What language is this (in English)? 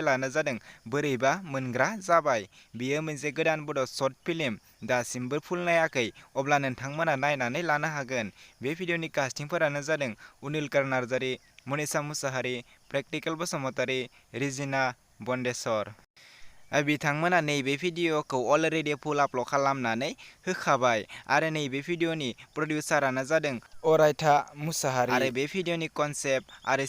Bodo